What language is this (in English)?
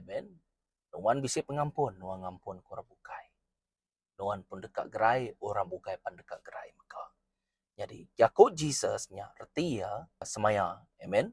Iban